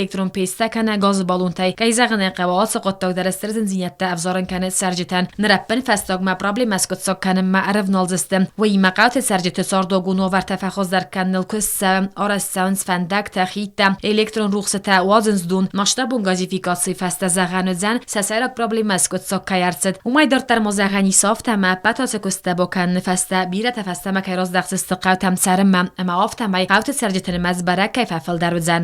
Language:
Ossetic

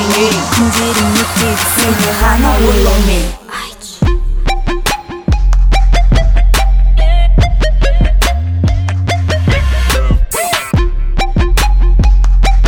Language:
Kazakh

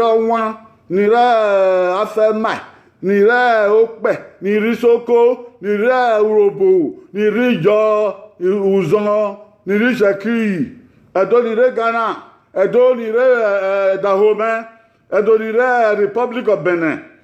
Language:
Bini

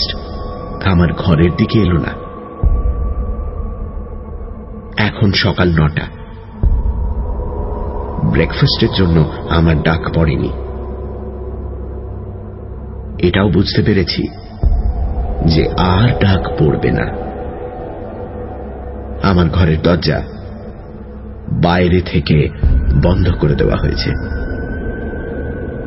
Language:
Bangla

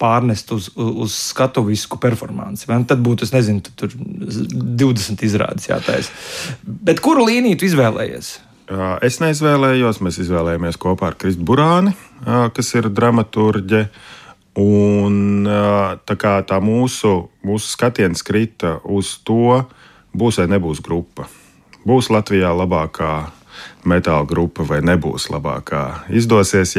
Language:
Latvian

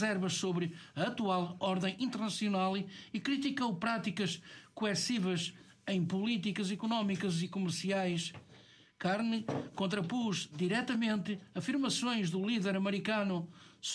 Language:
Portuguese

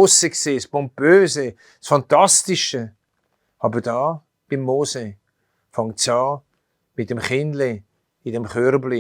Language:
Swiss German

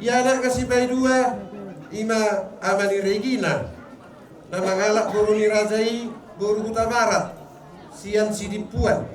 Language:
Batak Toba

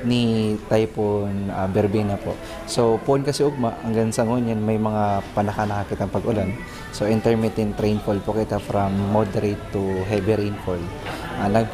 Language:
Bikol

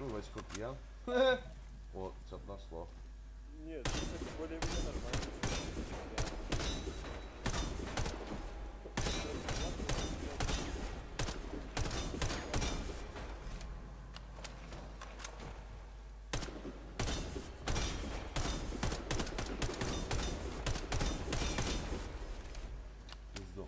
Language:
Russian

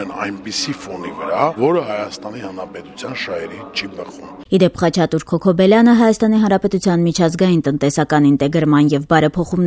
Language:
Armenian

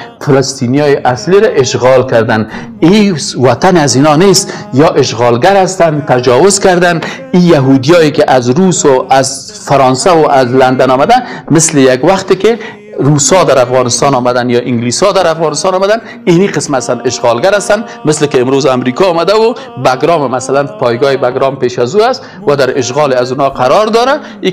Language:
Persian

